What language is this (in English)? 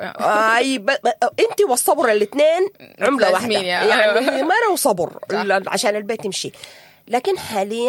Sudanese Arabic